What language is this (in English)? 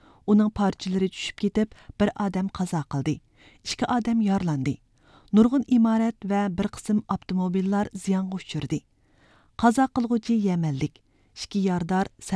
Uyghur